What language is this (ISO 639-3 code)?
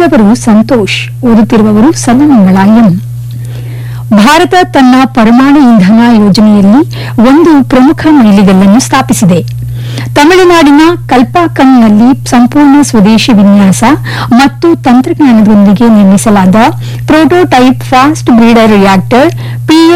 kan